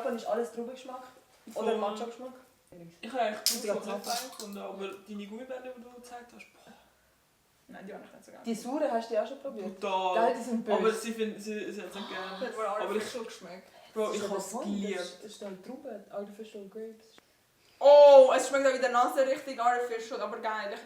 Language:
Swiss German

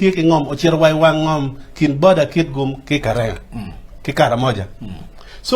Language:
Acoli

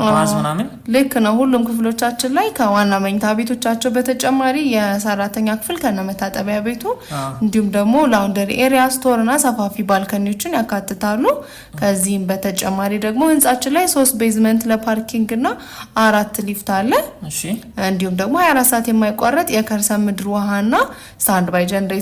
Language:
Amharic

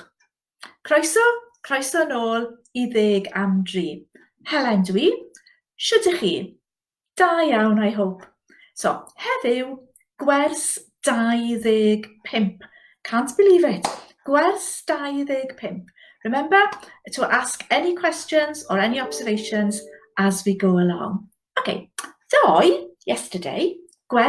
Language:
Welsh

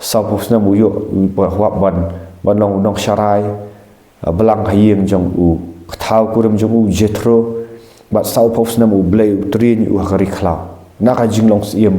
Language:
Khasi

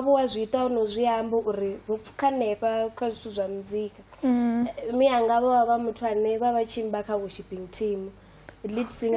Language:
Venda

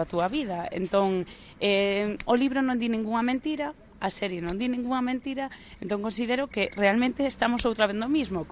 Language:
Galician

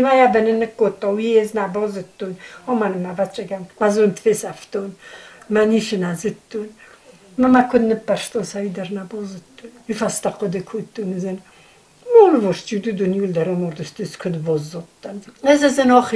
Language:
Ossetic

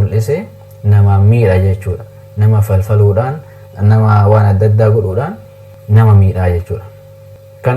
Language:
Oromo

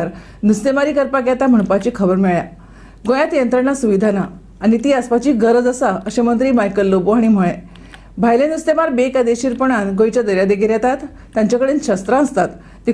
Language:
Konkani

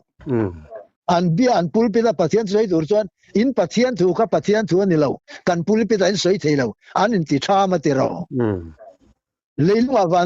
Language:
Mizo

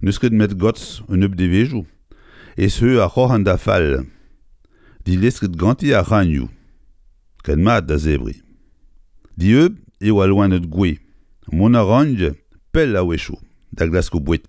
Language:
Breton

